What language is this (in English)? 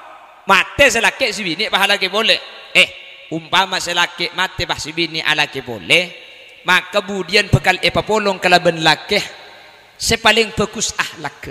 Madurese